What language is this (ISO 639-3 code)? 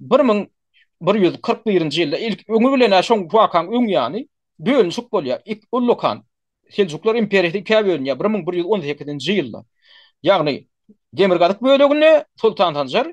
tuk